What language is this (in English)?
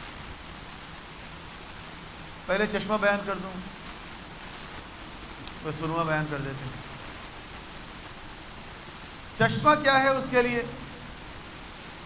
Urdu